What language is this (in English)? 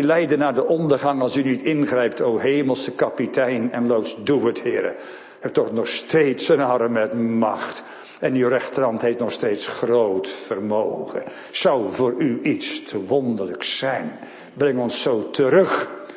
Dutch